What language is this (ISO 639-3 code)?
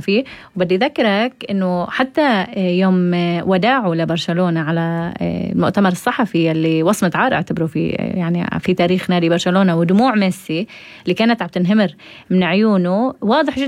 apc